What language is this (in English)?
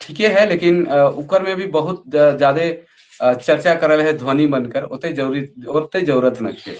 Sadri